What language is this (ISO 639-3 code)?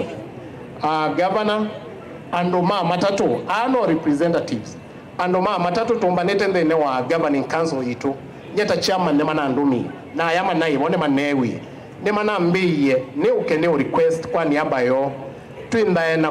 kam